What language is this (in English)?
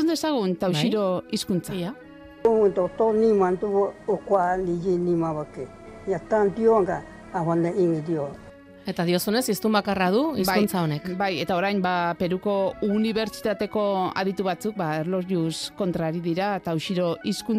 Basque